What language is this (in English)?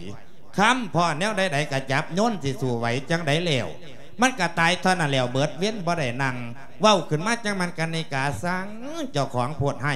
Lao